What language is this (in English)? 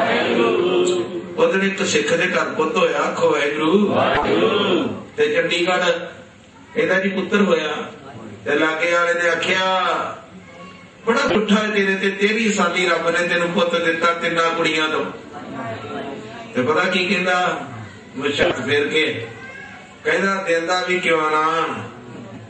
Punjabi